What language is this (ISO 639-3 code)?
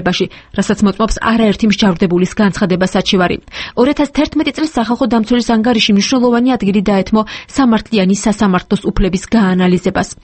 kat